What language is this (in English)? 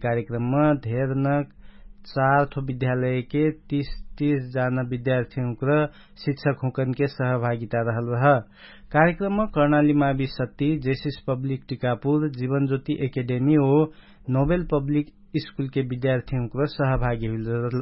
Dangaura Tharu